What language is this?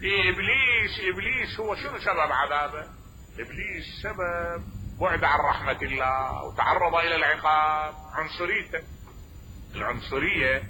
Mesopotamian Arabic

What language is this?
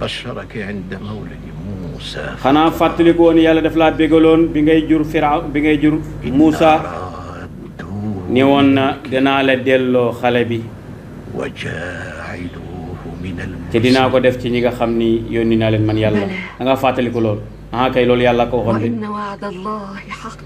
Wolof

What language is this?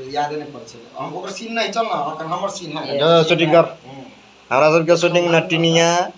Maithili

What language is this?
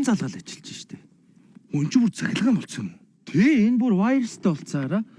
Mongolian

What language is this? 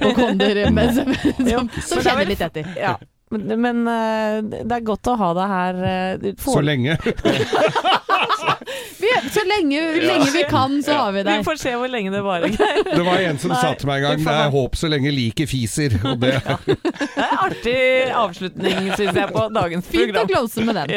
Norwegian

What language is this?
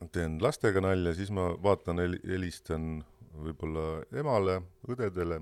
Estonian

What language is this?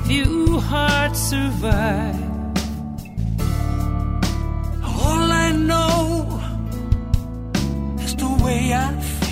Estonian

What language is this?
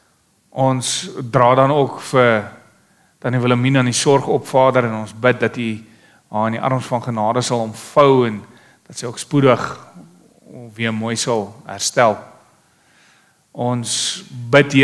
Afrikaans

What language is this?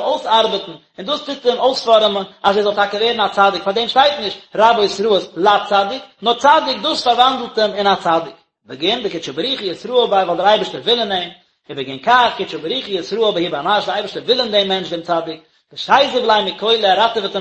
Yiddish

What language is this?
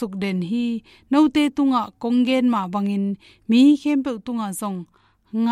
Tedim Chin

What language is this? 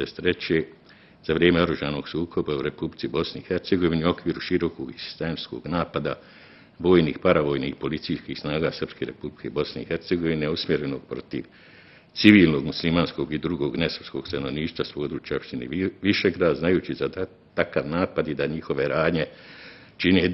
Bosnian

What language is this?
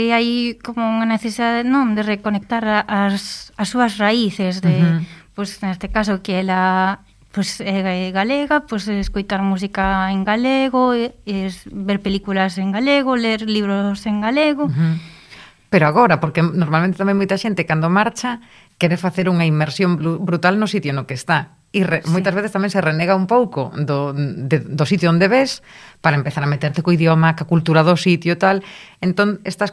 Galician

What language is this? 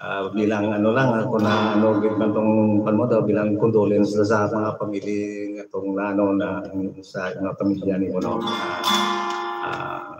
Hiligaynon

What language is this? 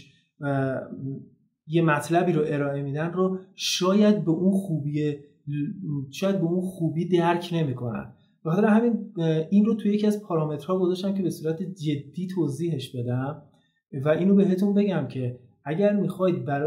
Persian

